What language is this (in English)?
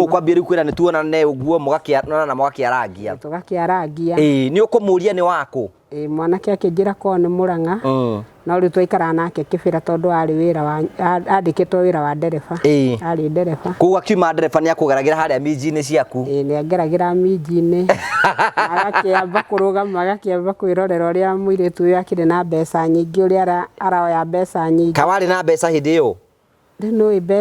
Kikuyu